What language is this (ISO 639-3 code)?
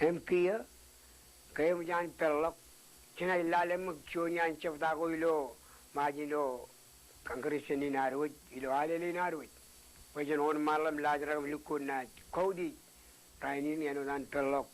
mah